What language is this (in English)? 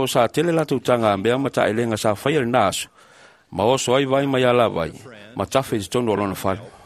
Samoan